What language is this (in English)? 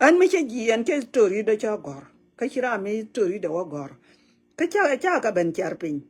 Nuer